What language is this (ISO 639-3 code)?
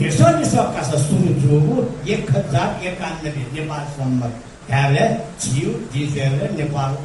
new